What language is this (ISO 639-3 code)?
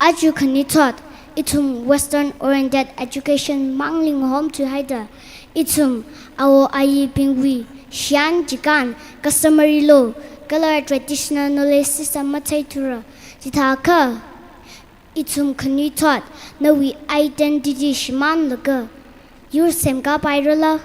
nmf